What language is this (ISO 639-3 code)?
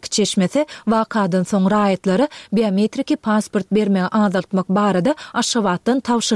tuk